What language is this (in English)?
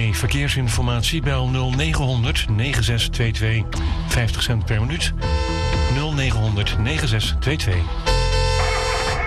Dutch